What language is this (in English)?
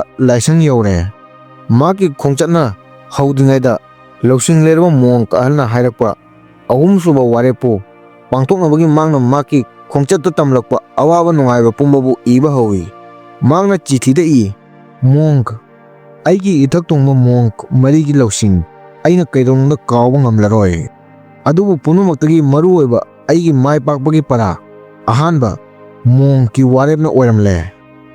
Manipuri